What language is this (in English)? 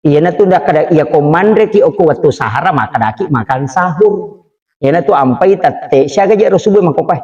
Buginese